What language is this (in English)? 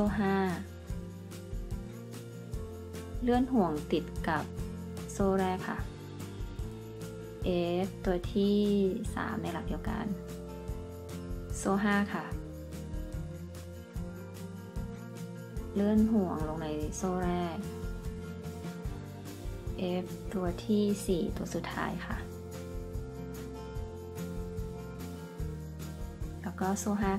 Thai